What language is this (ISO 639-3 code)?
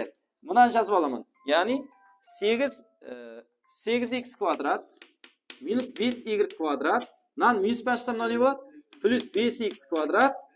kaa